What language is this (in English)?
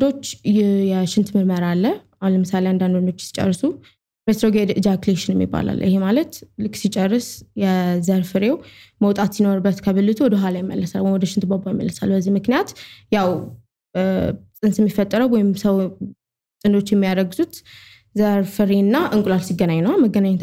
Amharic